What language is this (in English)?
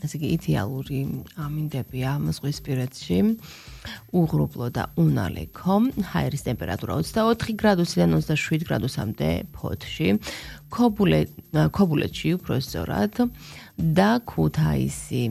Georgian